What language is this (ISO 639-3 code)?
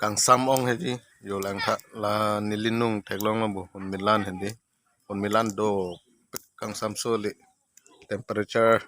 mjw